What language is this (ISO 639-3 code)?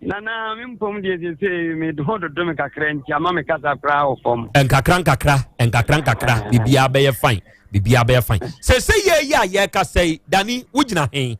aka